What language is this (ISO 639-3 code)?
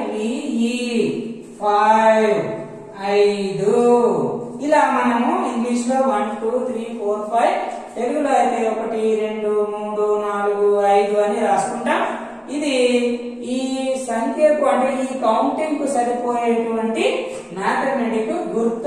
tel